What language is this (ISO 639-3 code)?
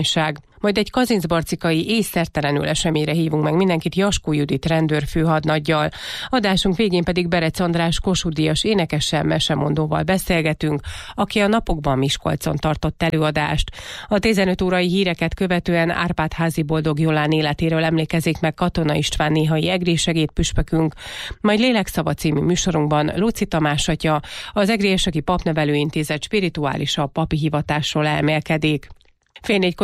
hun